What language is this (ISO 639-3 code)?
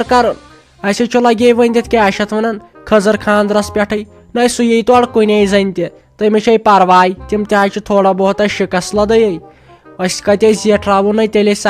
kas